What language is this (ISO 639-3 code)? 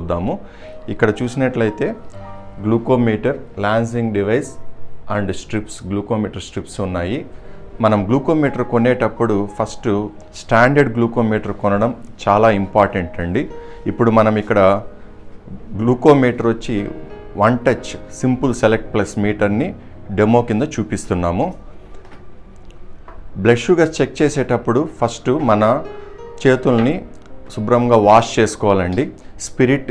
tel